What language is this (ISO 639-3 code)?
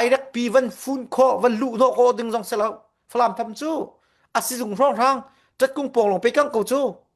cfm